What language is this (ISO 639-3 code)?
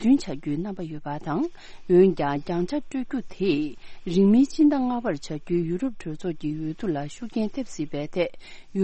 bod